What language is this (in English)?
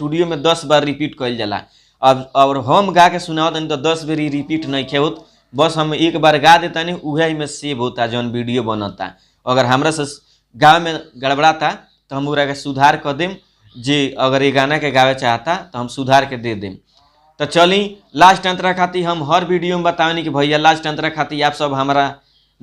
Bhojpuri